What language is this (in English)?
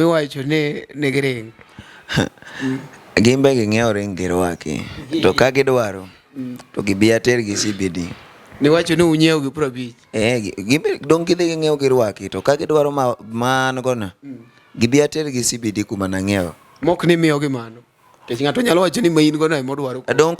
Luo (Kenya and Tanzania)